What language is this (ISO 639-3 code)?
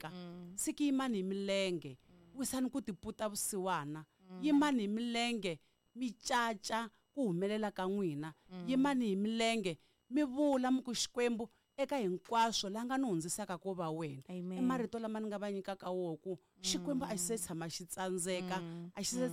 tso